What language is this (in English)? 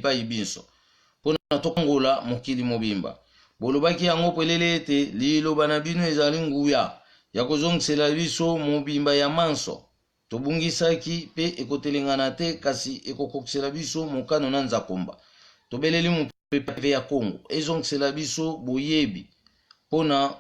Lingala